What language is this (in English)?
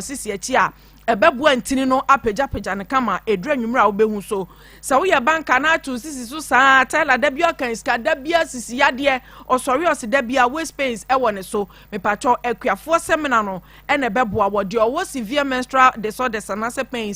Akan